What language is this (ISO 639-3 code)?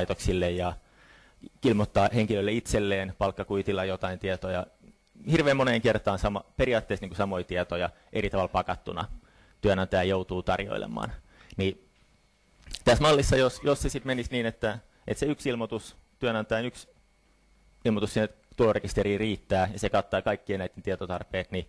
fin